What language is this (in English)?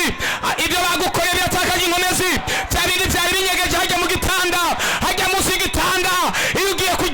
Rundi